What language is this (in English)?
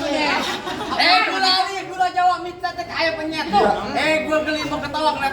Betawi